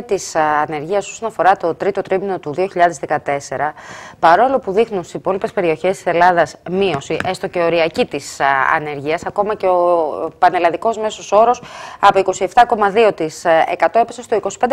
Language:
Greek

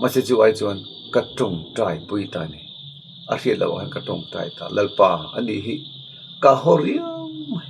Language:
Mizo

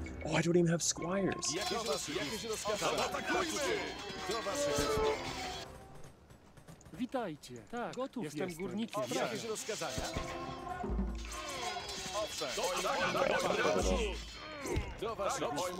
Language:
Polish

